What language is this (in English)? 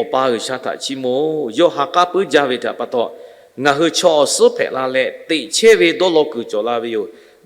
Lahu